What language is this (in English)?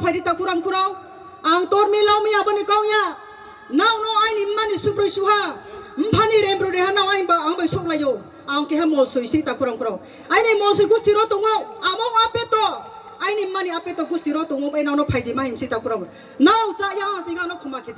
Riang (India)